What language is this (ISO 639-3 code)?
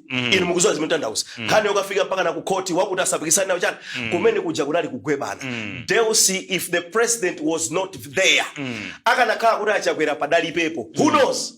nya